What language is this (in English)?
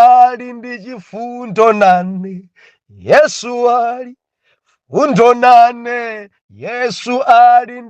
Nyanja